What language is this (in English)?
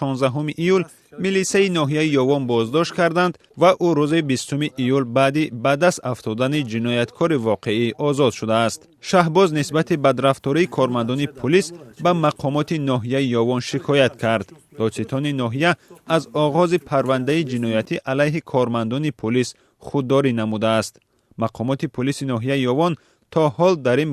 Tajik